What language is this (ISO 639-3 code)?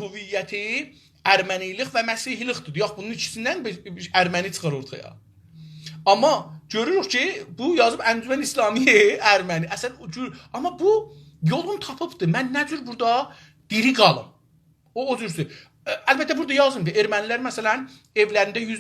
azb